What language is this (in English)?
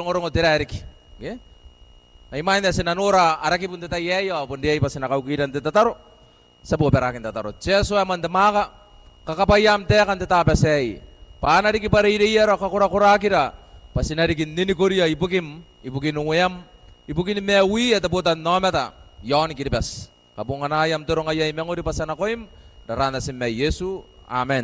Gilbertese